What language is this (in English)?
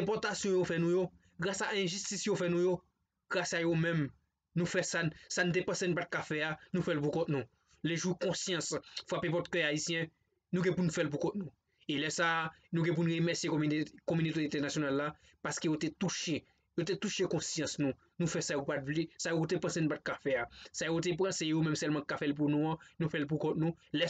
Haitian Creole